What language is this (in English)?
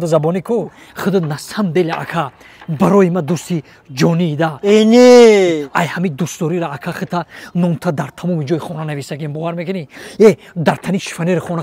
Tajik